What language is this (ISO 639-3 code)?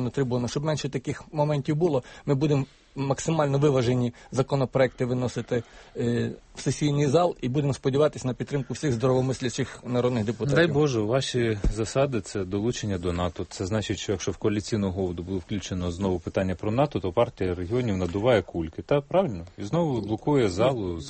ukr